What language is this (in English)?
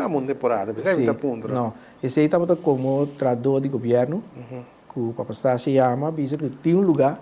Papiamento